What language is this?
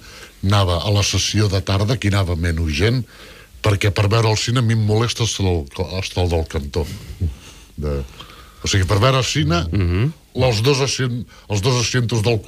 Catalan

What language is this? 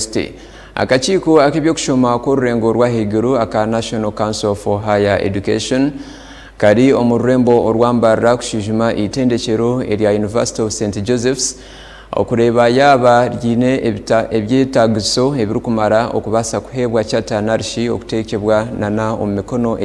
Nyankole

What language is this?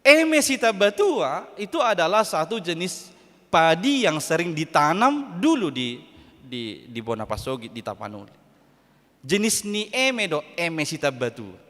Batak Toba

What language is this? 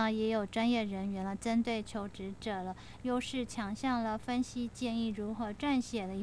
Min Nan Chinese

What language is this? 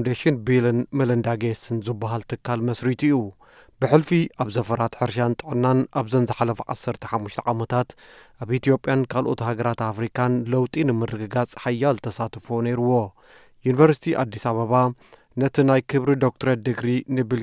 Tigrinya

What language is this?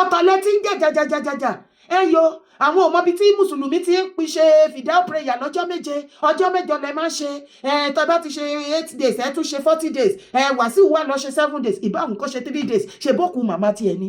Yoruba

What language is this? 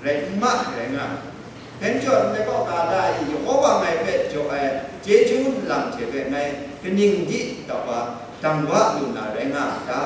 Kachin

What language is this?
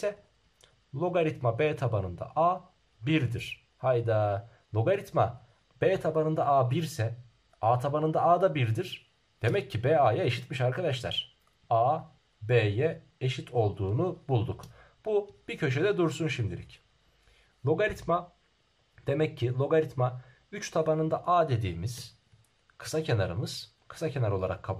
Turkish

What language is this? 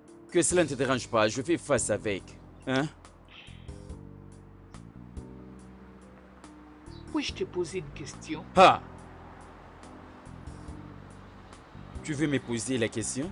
French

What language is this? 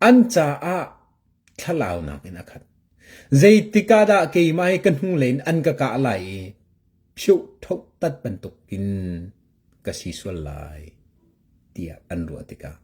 Hakha Chin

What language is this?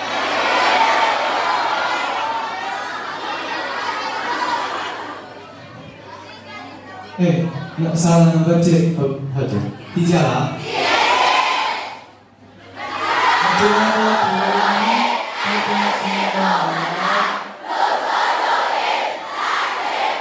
Burmese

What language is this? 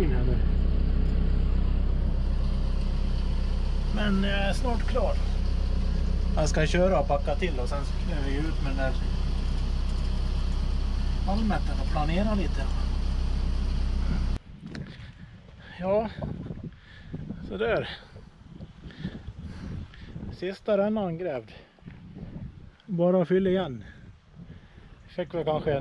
Swedish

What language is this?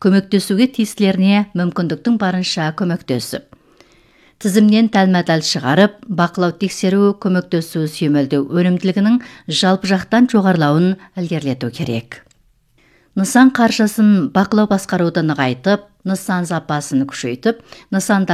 Kazakh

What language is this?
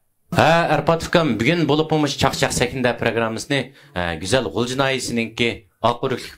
Uyghur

